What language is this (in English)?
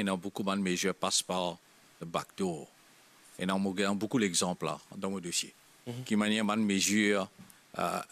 Morisyen